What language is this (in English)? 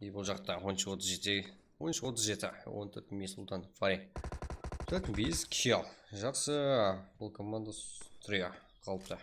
Kara-Kalpak